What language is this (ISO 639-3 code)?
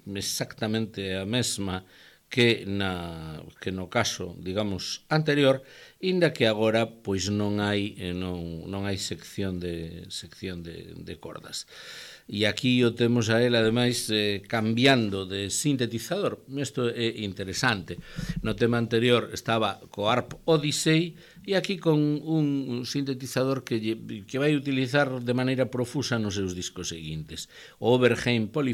glg